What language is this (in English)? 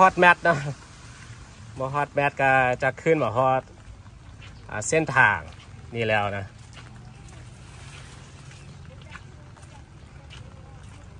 Thai